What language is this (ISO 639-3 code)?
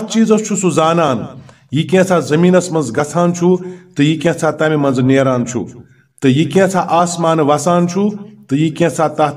kas